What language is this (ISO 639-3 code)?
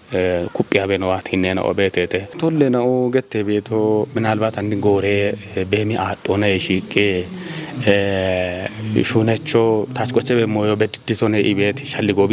kbr